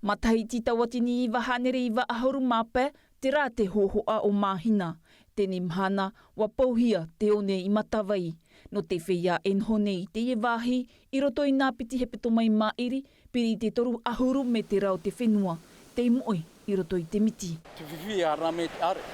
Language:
Tahitian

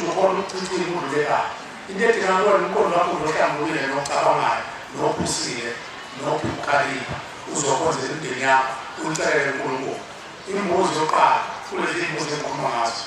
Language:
Zulu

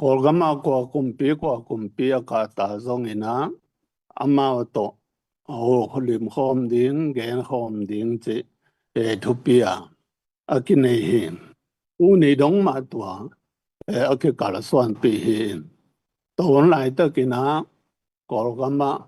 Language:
Tedim Chin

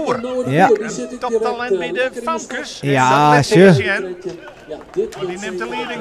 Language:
Western Frisian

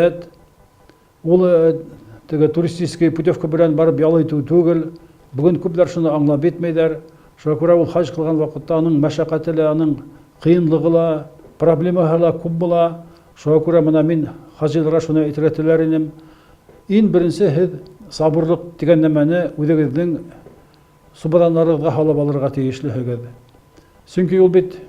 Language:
Bashkir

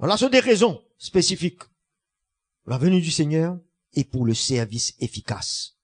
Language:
Morisyen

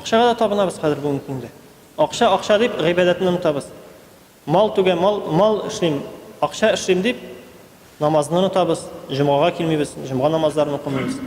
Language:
Tatar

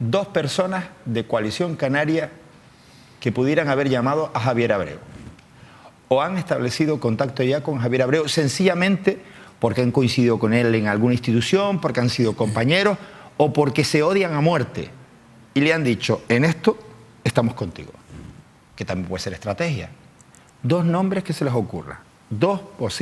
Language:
Spanish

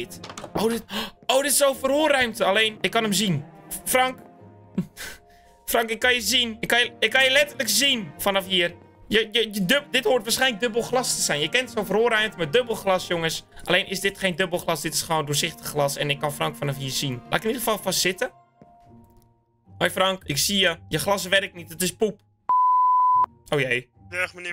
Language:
Dutch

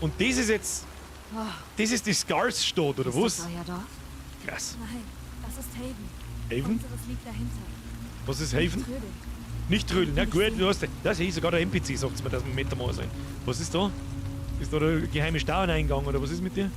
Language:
Bavarian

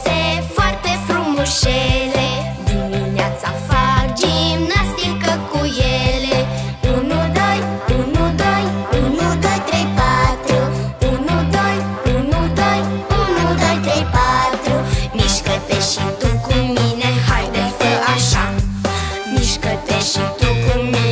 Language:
Romanian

